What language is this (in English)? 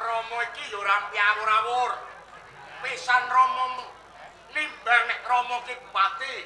Javanese